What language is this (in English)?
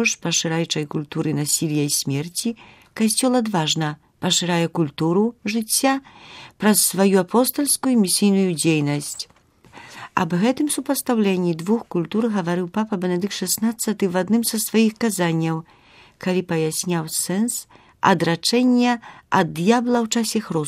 Belarusian